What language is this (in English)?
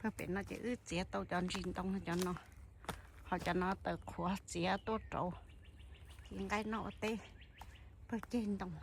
Hmong